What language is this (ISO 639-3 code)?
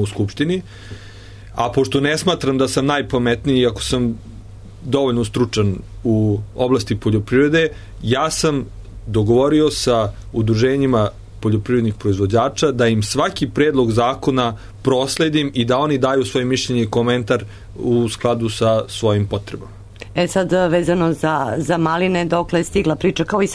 srp